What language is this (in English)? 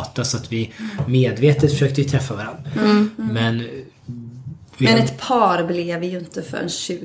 Swedish